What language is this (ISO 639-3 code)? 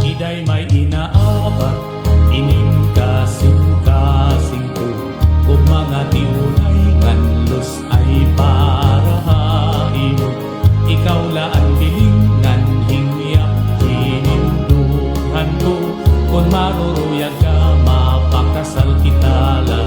war